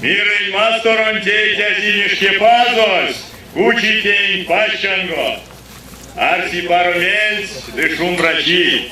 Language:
Erzya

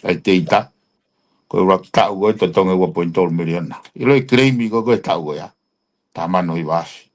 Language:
Tongan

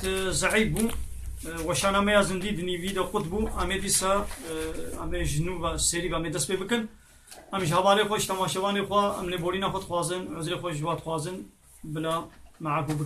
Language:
Kurdish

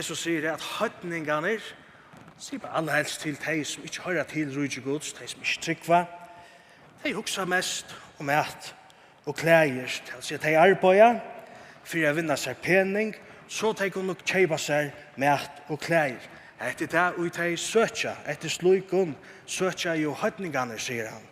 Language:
Faroese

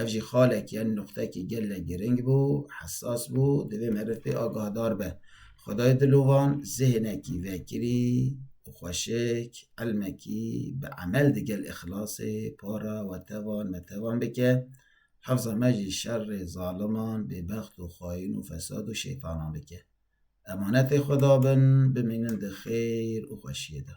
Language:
Kurdish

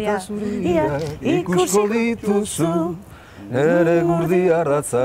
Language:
Basque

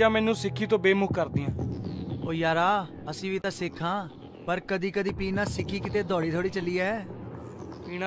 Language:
Punjabi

